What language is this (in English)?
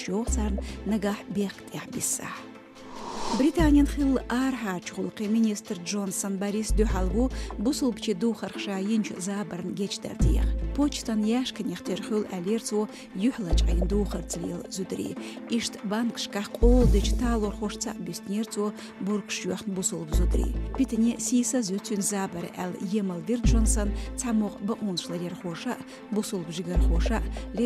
Chechen